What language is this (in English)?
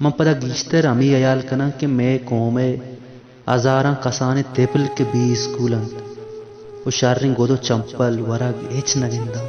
Baluchi